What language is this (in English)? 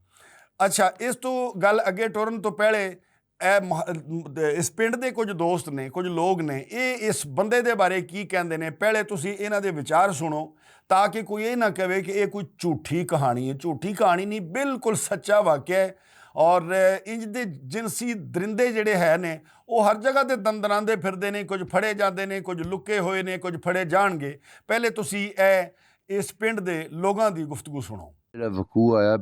Western Panjabi